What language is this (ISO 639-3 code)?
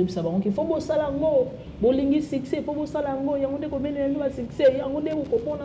lin